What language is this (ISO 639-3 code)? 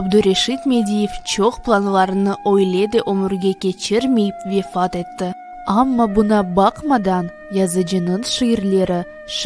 crh